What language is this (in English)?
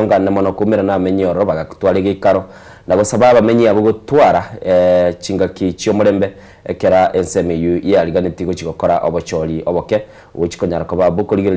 Gusii